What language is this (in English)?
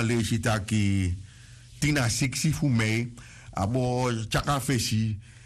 Sranan Tongo